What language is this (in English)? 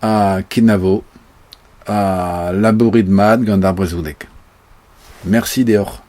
Breton